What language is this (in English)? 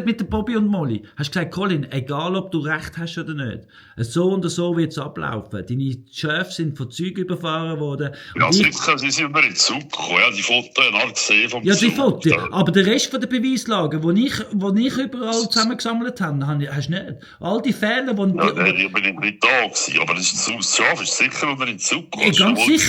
Swiss German